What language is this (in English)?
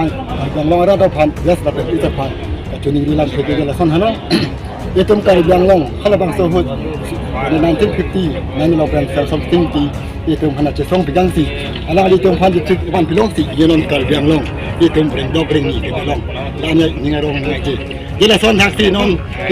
Karbi